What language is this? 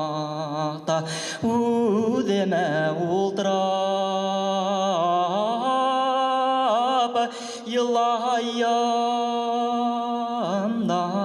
Bashkir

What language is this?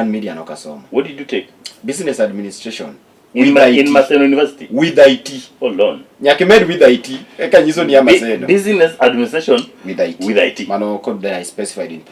Luo (Kenya and Tanzania)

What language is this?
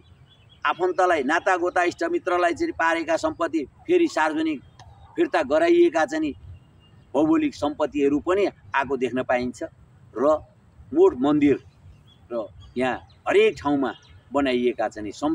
Nepali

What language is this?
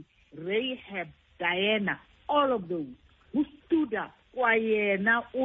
Xhosa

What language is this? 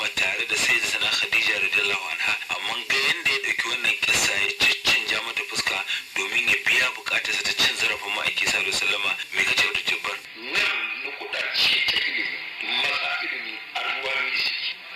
Hausa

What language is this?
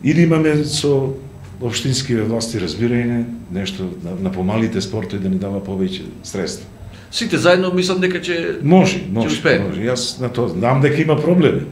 Macedonian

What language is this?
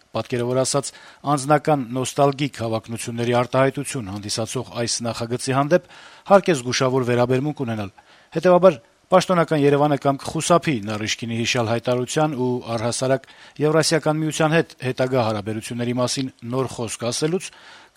Armenian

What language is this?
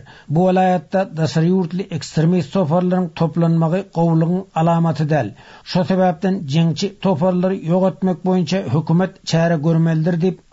Turkmen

